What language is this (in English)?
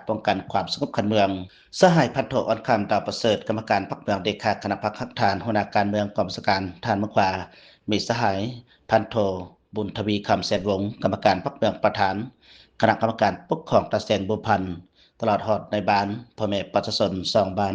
Lao